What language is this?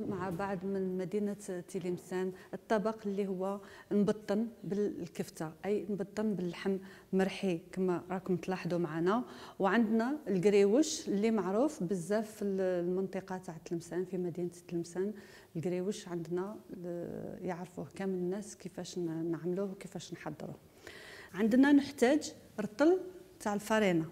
Algerian Arabic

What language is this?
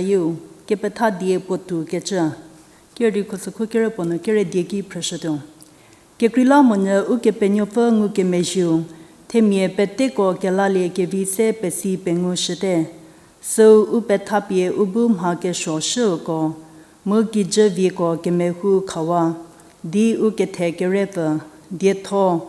Angami Naga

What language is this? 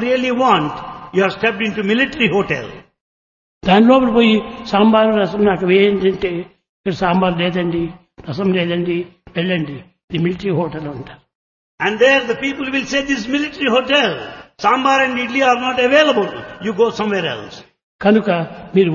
Telugu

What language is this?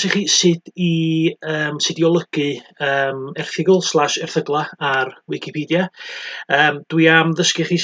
Welsh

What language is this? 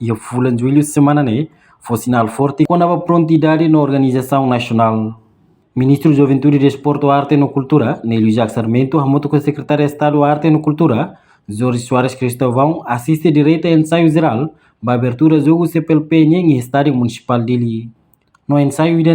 Tetum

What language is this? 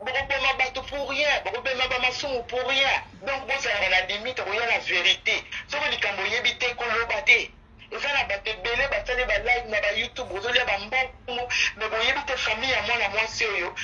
Lingala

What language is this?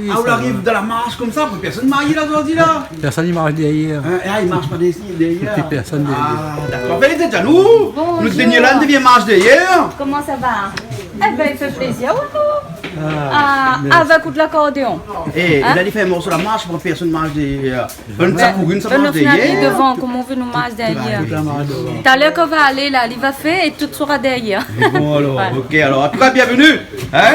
Réunion Creole French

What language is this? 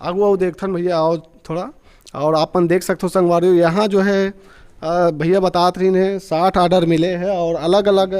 Chhattisgarhi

